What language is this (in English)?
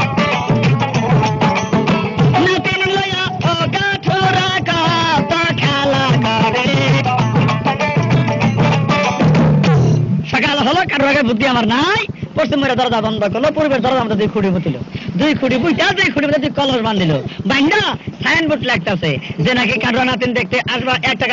Bangla